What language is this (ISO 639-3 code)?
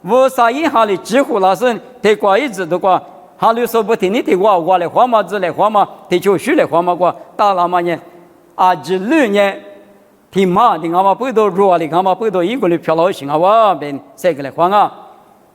lis